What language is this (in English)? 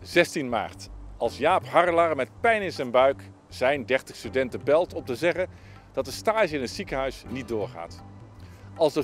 Dutch